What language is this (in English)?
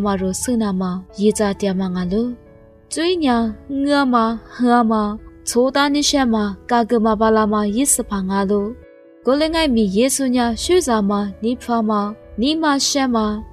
Lisu